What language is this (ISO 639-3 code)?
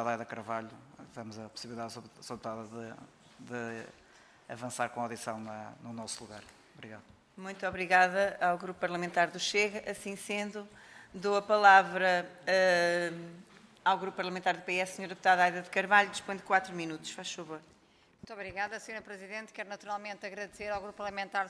por